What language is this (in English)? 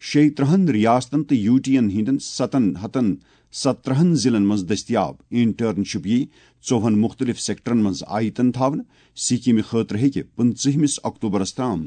Kashmiri